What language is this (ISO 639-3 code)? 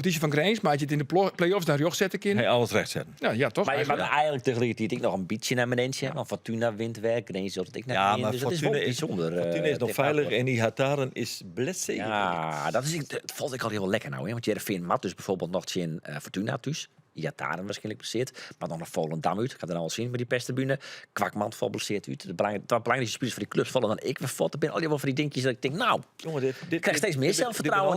fry